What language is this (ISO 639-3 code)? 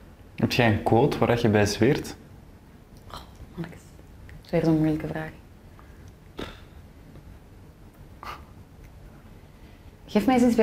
nld